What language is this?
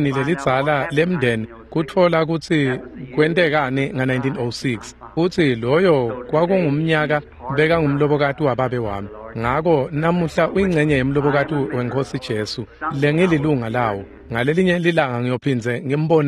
Swati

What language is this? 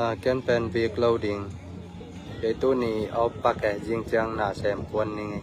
Tedim Chin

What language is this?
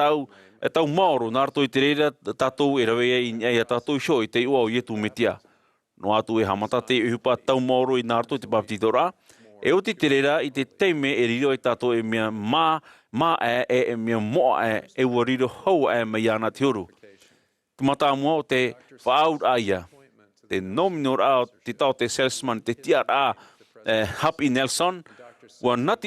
Tahitian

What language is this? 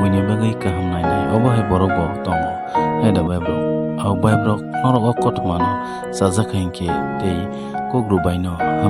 Kok Borok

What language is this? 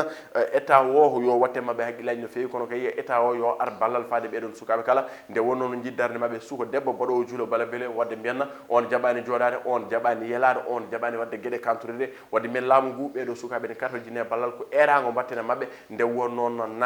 Fula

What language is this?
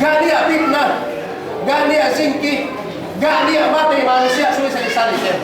Yakan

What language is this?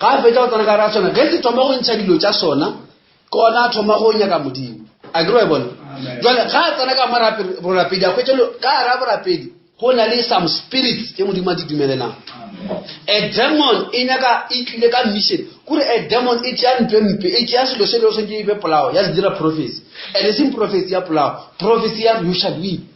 Northern Sotho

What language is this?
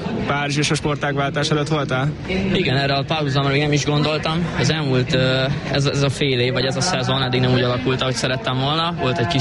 Hungarian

